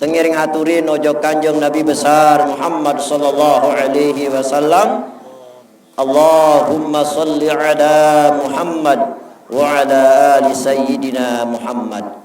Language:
Sasak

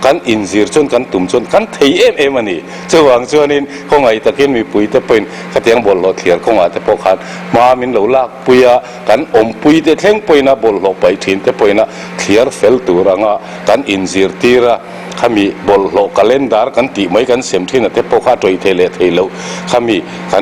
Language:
Mizo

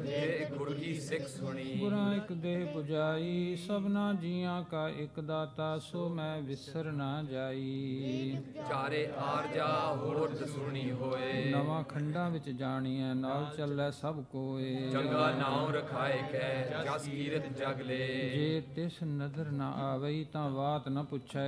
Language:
Punjabi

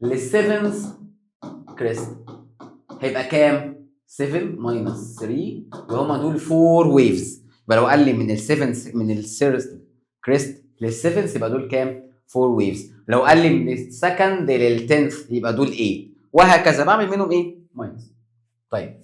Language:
Egyptian Arabic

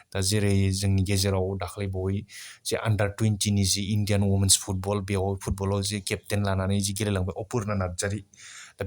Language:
Bodo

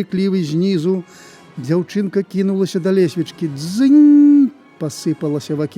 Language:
Belarusian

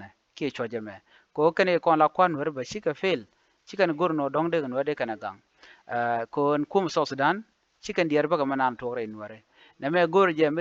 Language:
Nuer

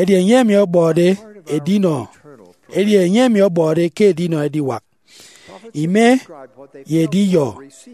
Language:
Efik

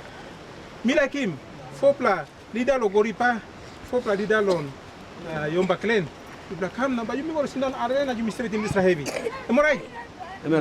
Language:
Tok Pisin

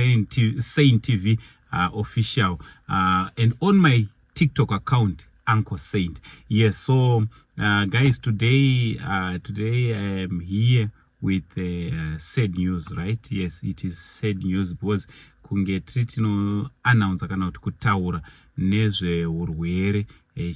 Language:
Shona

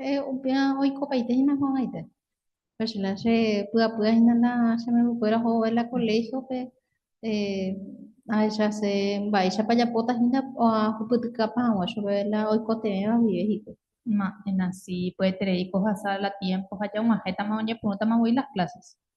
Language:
Guarani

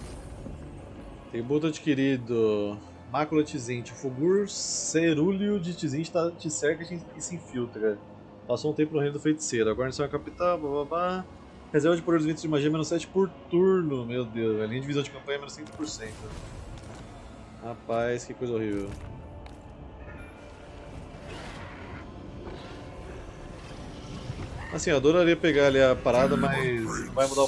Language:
Portuguese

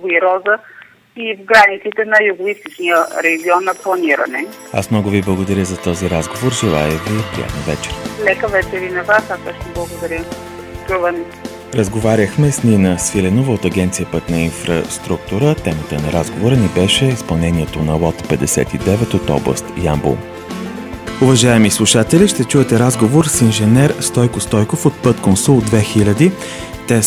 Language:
Bulgarian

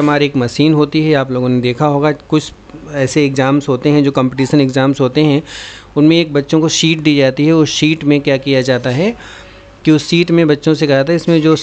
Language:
Hindi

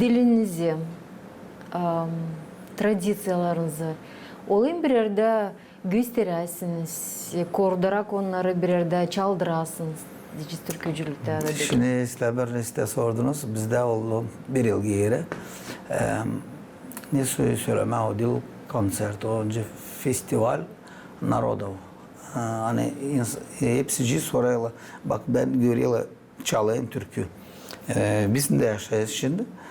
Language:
Gagauz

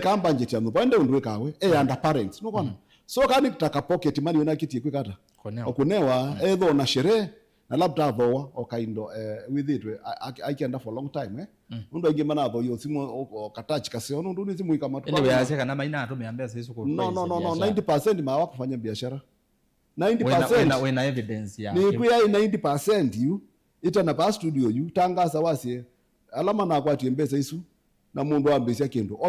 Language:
Kamba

